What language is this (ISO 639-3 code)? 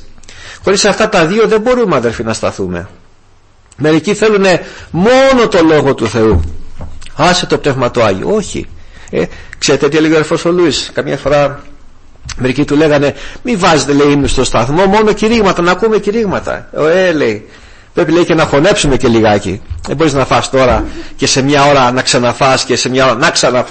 ell